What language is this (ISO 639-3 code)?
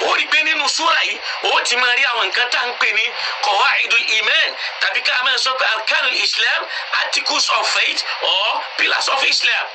yor